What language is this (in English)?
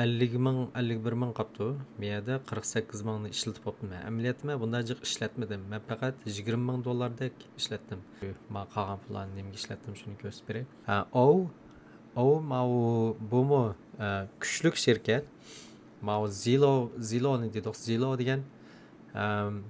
Uyghur